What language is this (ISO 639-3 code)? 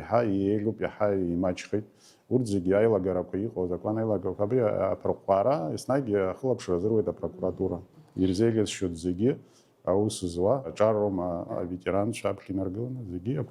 abk